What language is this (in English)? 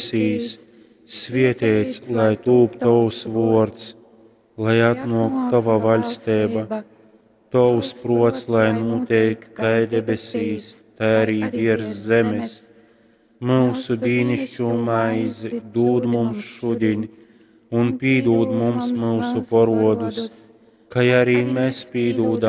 Latgalian